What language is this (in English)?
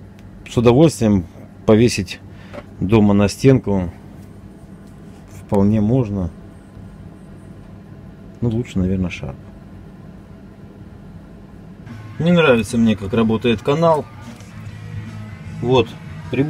Russian